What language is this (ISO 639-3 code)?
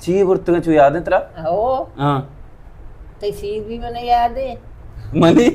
bal